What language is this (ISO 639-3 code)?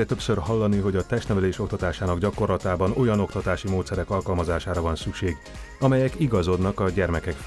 hun